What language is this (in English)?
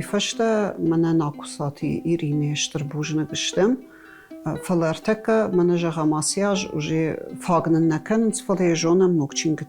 Ossetic